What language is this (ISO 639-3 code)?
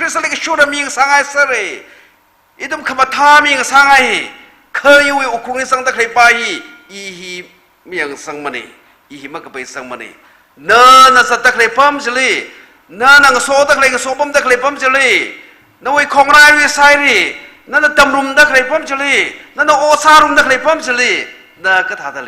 nmf